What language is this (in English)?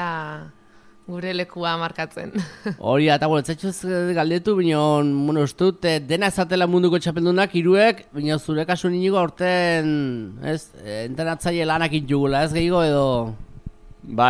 Basque